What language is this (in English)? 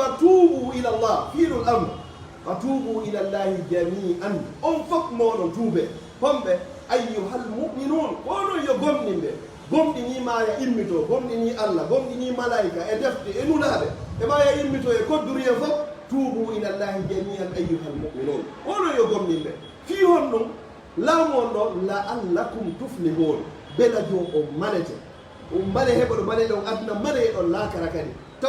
Fula